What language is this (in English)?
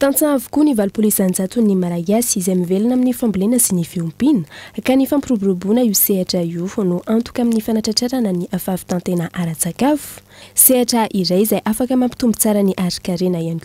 Malagasy